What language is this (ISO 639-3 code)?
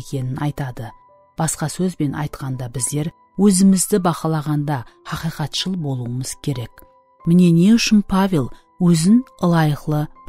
kaa